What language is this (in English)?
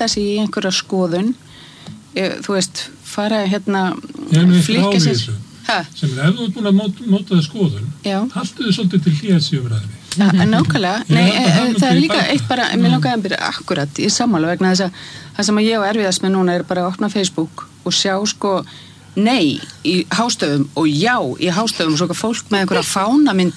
Icelandic